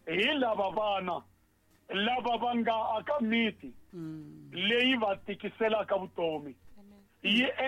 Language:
Tsonga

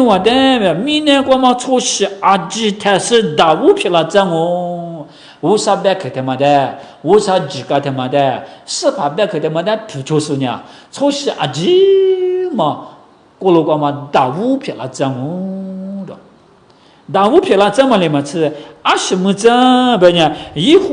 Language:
Lisu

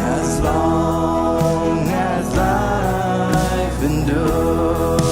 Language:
Plautdietsch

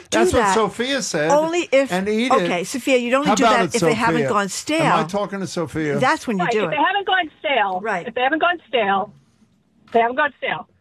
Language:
English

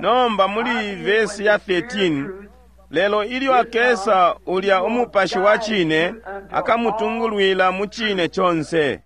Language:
Bemba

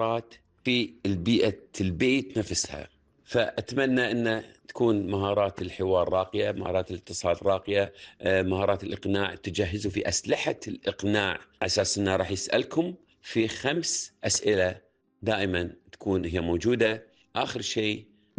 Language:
Gulf Arabic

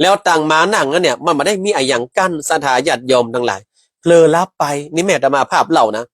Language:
Northern Thai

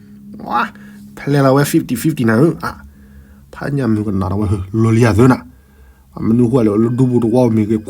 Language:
S'gaw Karen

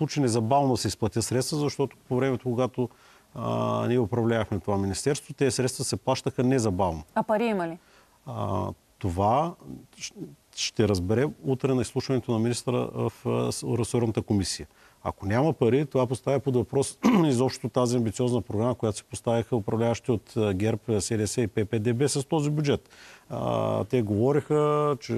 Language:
Bulgarian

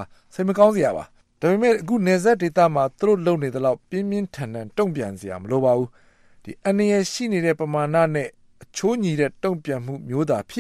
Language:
Burmese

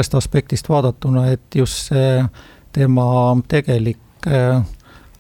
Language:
Estonian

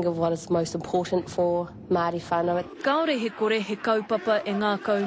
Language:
Māori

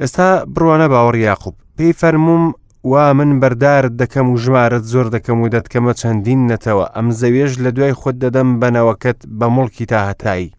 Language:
Central Kurdish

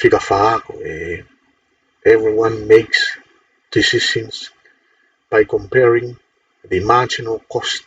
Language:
Tongan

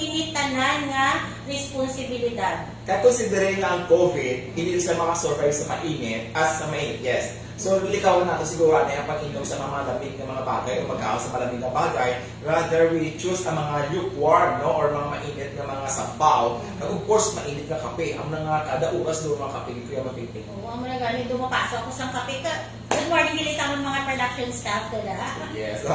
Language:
Hiligaynon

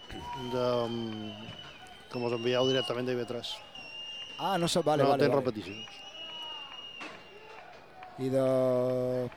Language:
Catalan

